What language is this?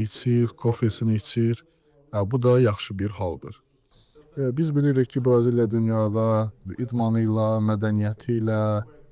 Azerbaijani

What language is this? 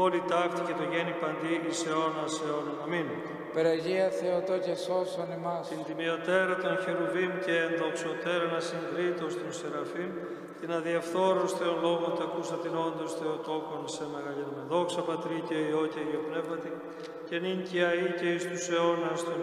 Greek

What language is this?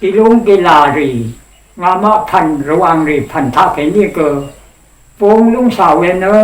Rawang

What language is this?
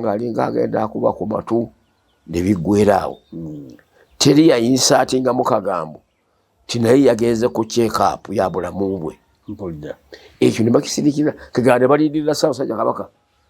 Ganda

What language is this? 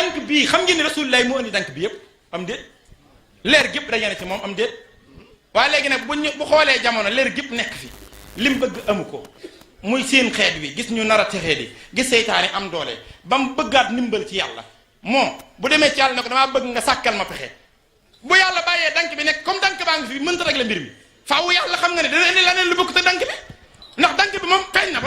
Wolof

